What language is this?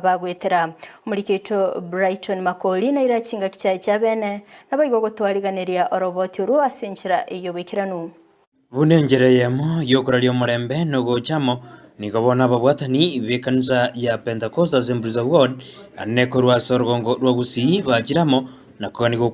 Gusii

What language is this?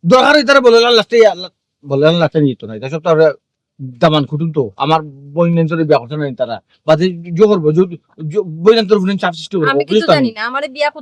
Sylheti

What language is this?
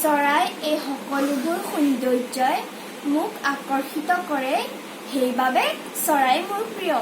Assamese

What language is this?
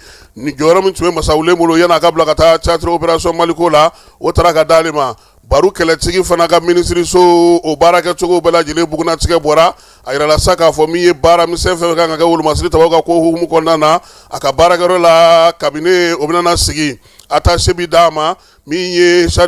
Bambara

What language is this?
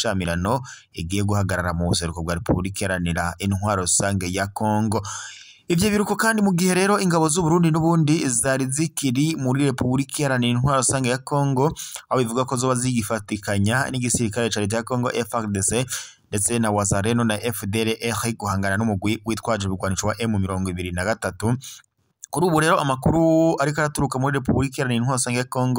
Rundi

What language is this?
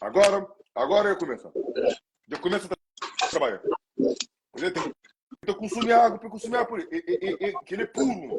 Kabuverdianu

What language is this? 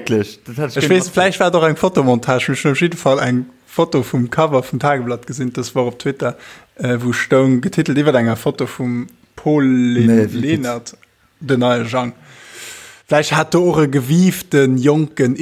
Luxembourgish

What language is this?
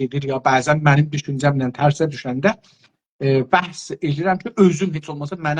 South Azerbaijani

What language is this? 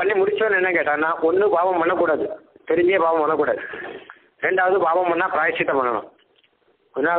Tamil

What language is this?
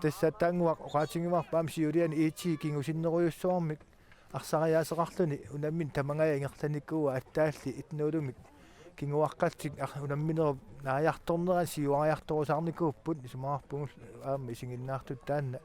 Kalaallisut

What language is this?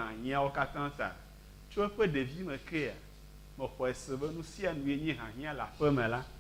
Ewe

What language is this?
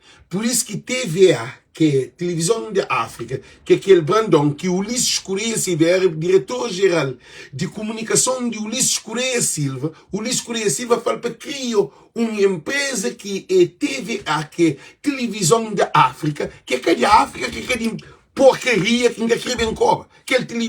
Kabuverdianu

